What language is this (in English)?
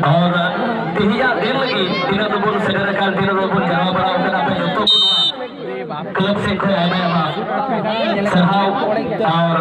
Santali